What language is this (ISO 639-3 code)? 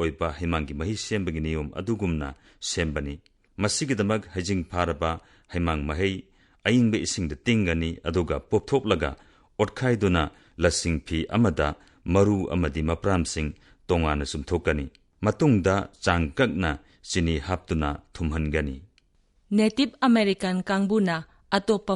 mni